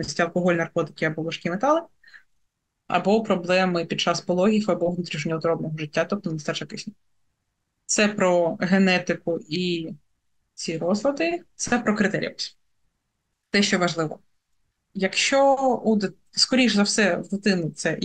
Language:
Ukrainian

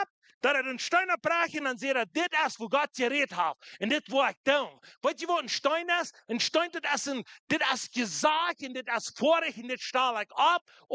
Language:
Plautdietsch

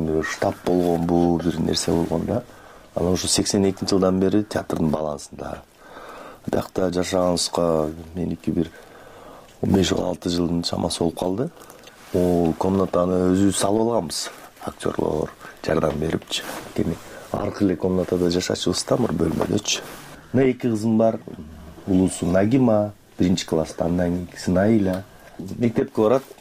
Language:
Kyrgyz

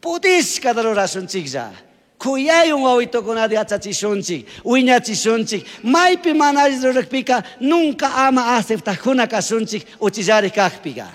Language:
Chimborazo Highland Quichua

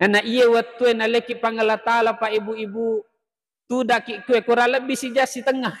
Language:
Buginese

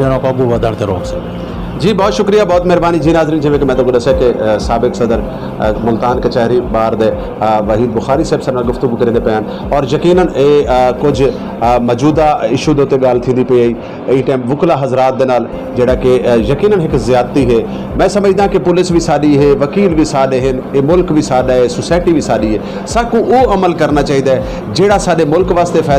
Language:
Saraiki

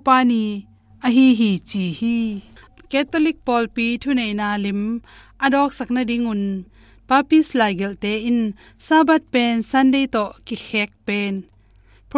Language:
Tedim Chin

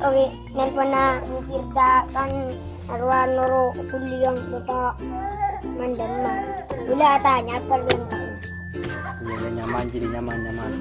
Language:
Madurese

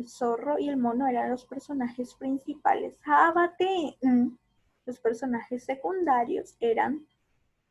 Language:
Guarani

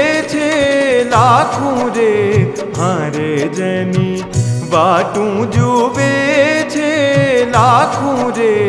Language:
Gujarati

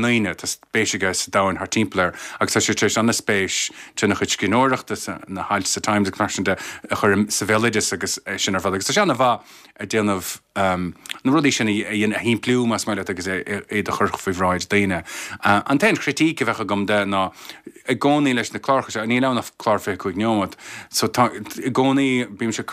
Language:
Irish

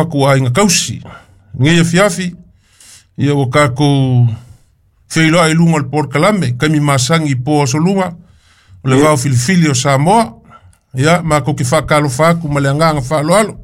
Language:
Samoan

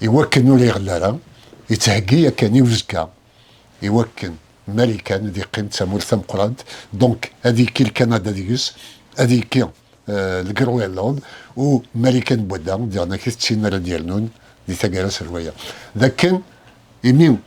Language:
Kabyle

